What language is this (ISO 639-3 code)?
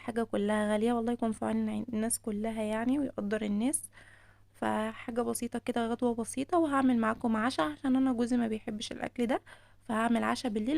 arz